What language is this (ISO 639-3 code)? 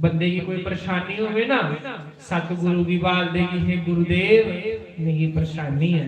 doi